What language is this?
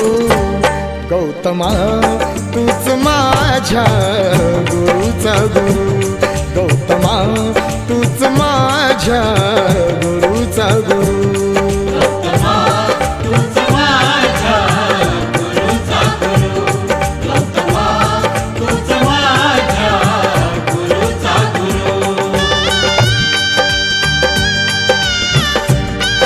Marathi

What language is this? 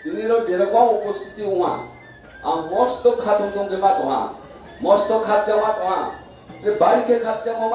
Riang (India)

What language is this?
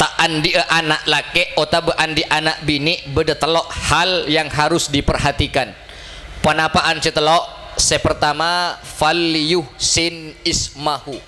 Madurese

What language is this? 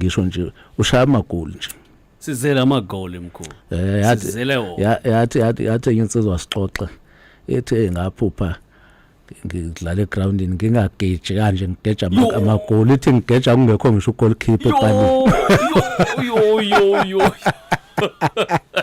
Zulu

